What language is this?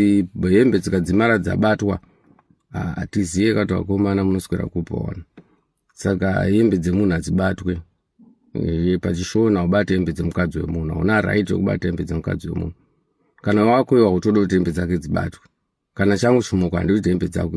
Shona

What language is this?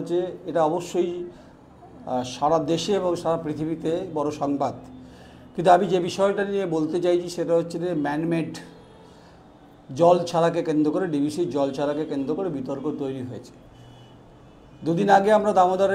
Bangla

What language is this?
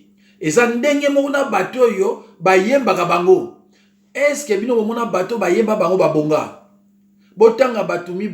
Lingala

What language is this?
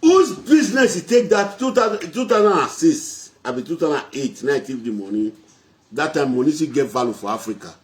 Nigerian Pidgin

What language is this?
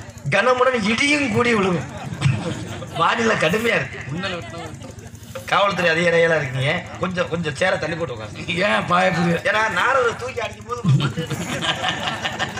Tamil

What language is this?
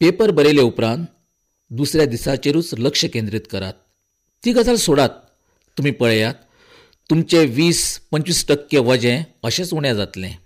Konkani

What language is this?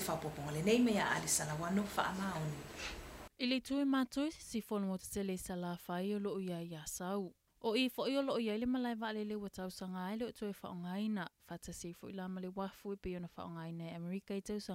Samoan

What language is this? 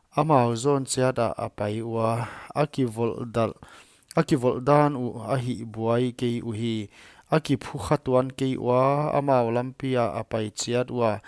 Paite Chin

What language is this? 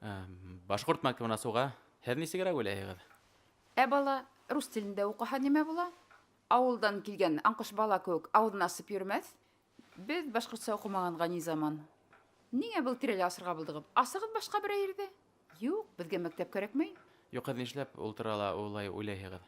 Bashkir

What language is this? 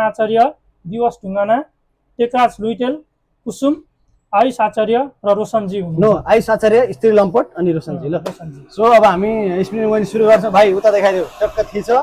Nepali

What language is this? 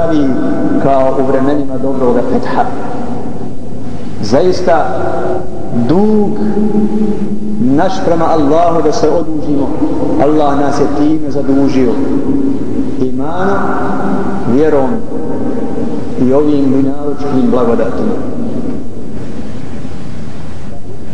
Bosnian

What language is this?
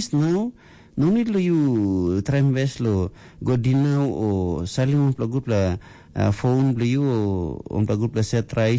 Tok Pisin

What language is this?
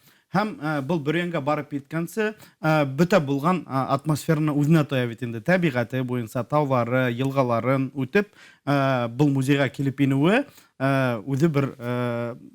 Bashkir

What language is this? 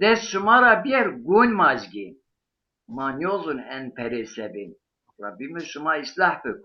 Zaza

